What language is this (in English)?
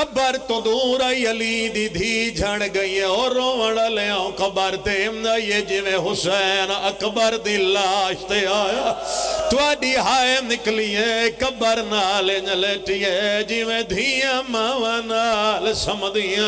Pahari-Potwari